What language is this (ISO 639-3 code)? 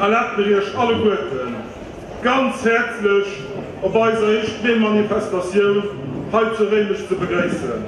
ltz